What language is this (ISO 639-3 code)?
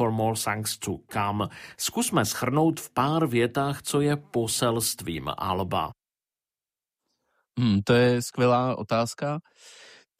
ces